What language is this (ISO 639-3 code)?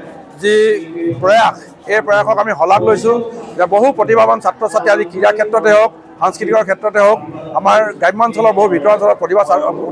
asm